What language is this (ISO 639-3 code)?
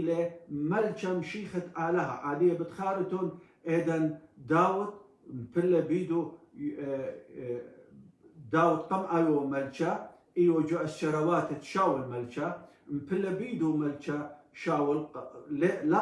aii